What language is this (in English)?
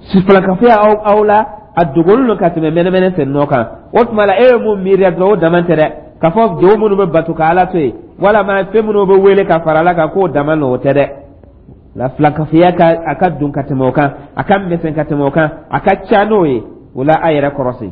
Dyula